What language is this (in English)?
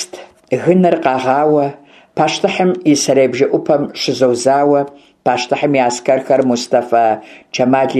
Kabardian